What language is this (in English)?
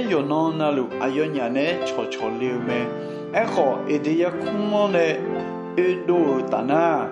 Akha